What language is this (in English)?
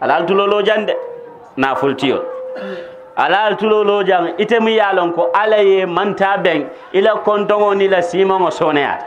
Mandingo